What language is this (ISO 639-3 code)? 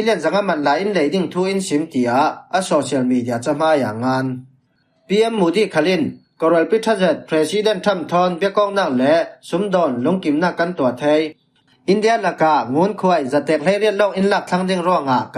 cfm